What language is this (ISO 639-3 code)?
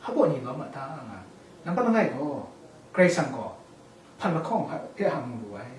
kac